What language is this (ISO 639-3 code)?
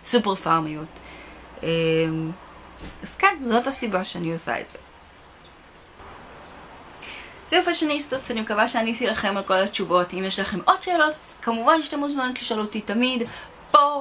heb